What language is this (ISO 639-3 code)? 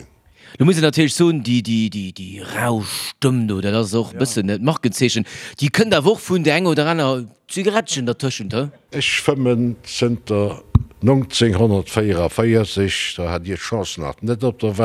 ltz